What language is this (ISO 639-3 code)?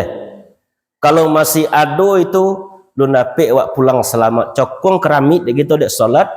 min